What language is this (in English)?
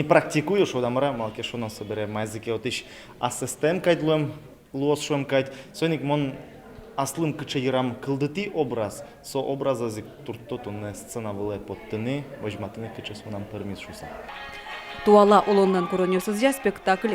Udmurt